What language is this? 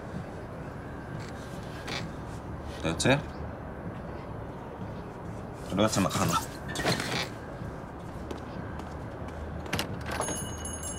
Hebrew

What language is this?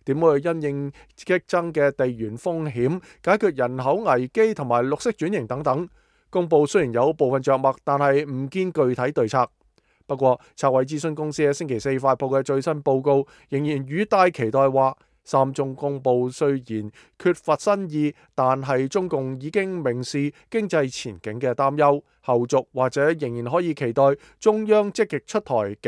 Cantonese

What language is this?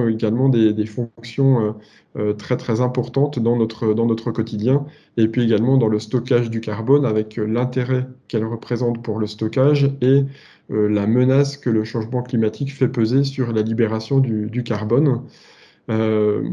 French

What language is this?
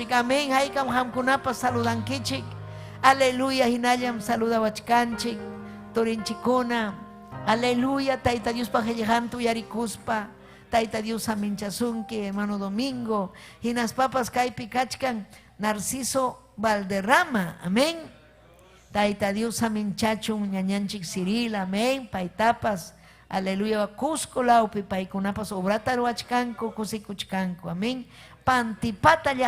Ayacucho Quechua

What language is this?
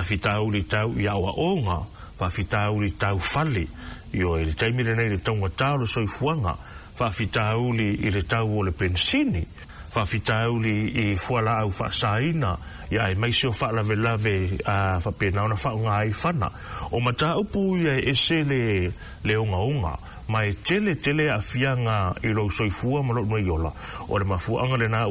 Samoan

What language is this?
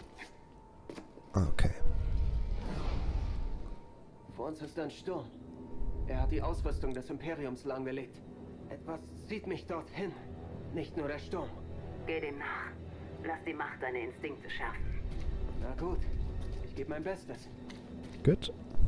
German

